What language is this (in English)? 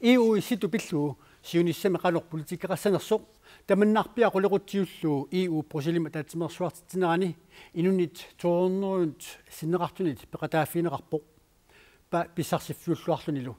Kalaallisut